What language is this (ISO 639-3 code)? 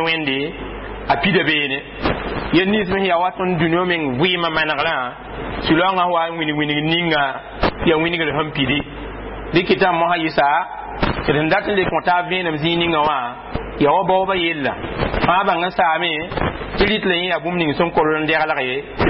mos